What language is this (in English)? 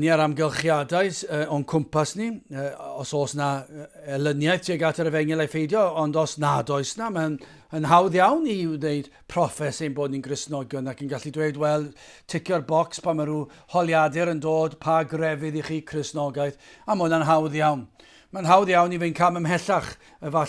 Welsh